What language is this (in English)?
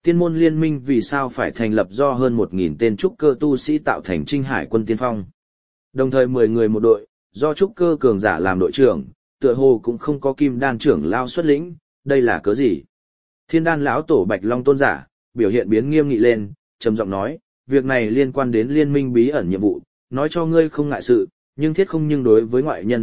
Vietnamese